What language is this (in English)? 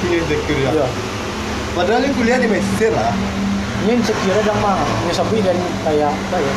Minangkabau